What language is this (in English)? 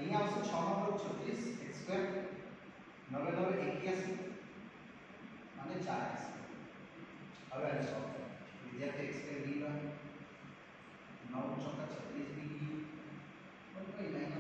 Gujarati